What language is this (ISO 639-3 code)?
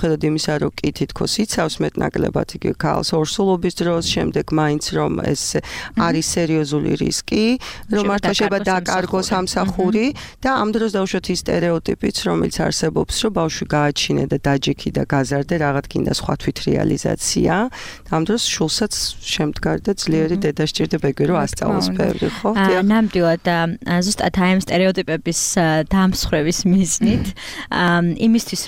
kat